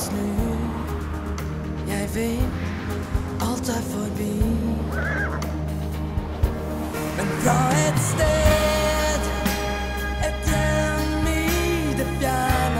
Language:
Norwegian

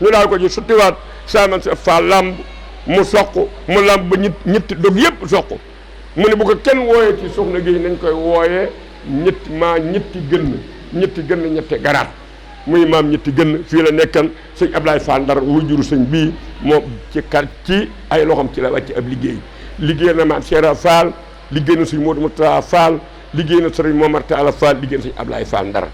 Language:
Wolof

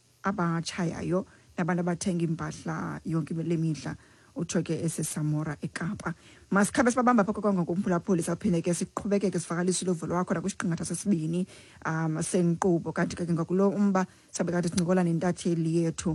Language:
Xhosa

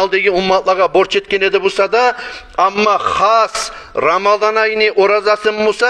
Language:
Kumyk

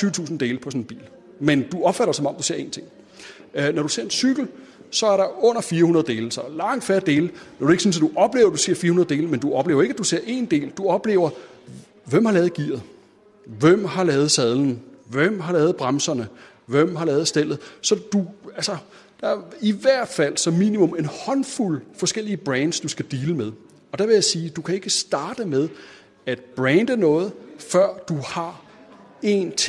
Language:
Danish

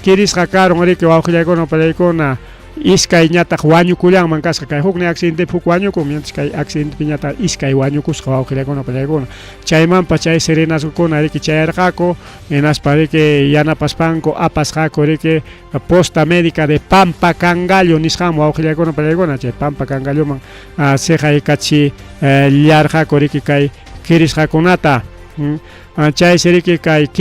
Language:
Ayacucho Quechua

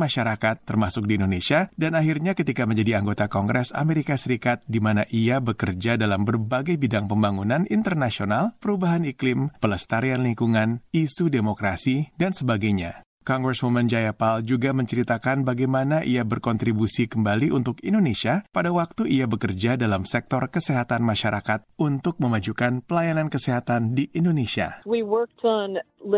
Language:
Indonesian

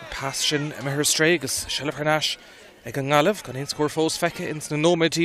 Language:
Irish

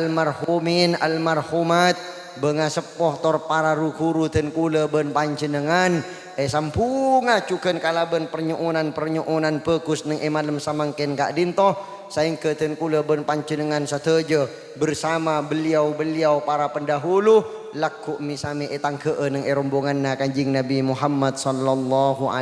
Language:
Madurese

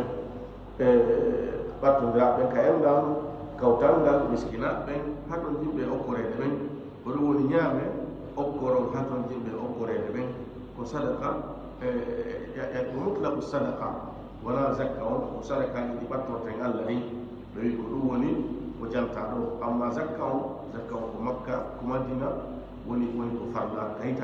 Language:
Fula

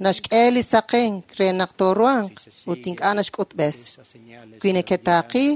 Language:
Kekchí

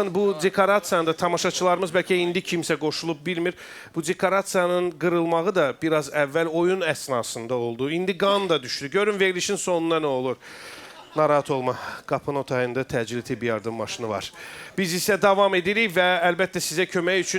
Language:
Azerbaijani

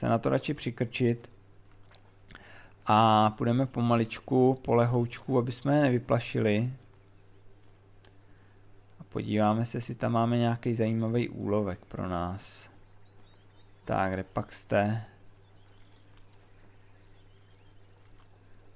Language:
Czech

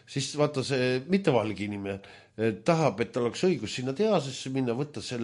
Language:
Estonian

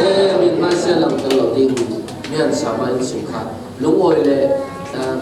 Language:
Falam Chin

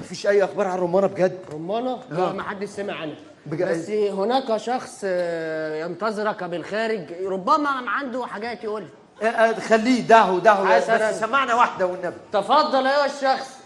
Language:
Egyptian Arabic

